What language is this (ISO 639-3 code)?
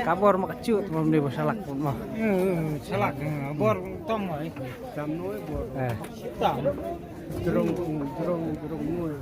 kha